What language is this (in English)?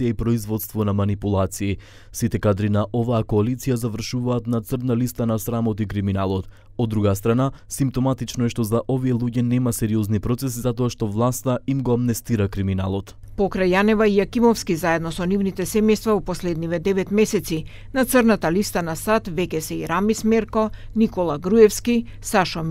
Macedonian